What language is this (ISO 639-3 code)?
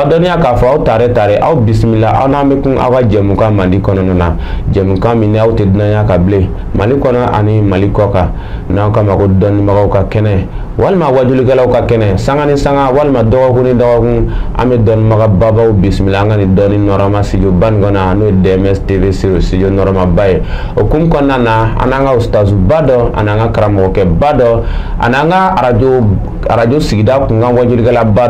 bam